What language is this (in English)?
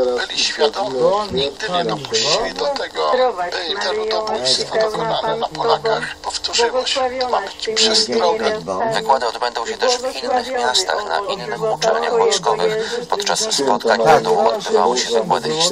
Polish